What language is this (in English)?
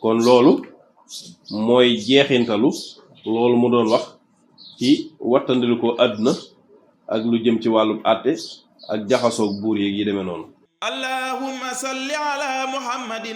Wolof